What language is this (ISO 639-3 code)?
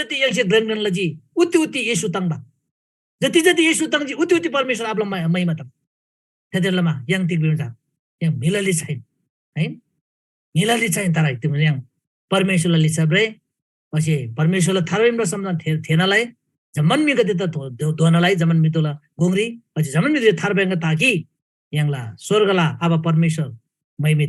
taj